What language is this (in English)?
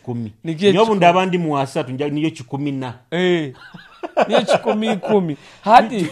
Nyoro